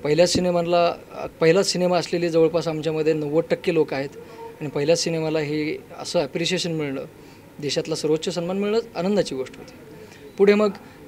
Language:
Marathi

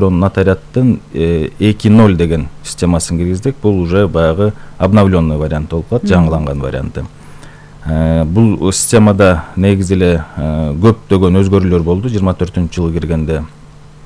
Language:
Kyrgyz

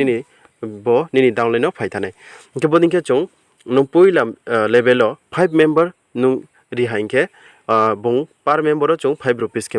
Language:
Riang (India)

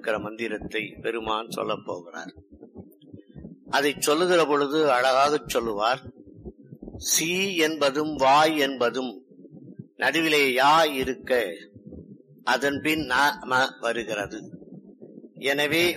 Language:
Tamil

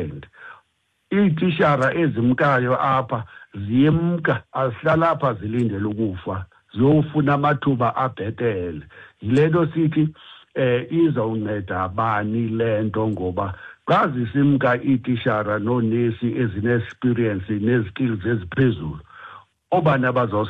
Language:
Xhosa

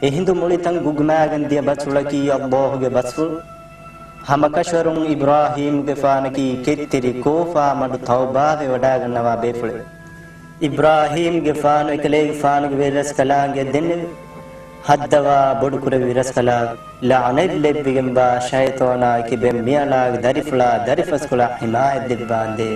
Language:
Divehi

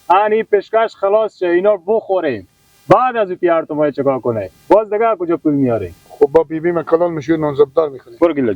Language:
Persian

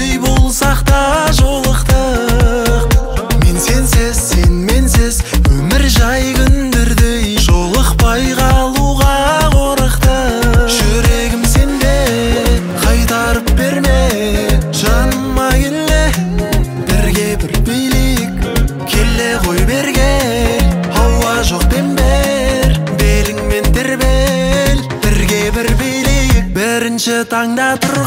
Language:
Kazakh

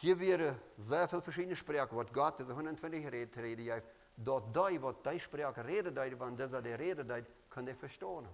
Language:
Plautdietsch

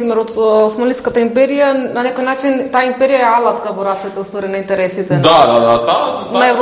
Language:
Macedonian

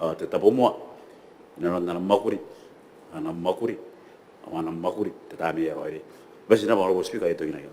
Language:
Gilbertese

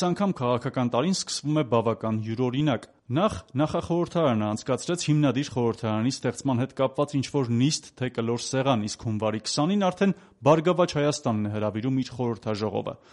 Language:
Armenian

